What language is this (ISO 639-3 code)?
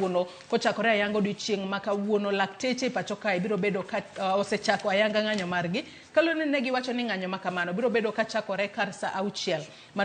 luo